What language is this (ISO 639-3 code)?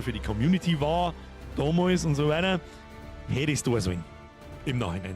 bar